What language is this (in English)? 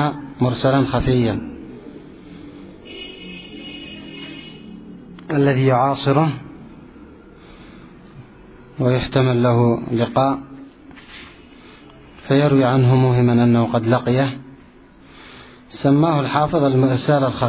Arabic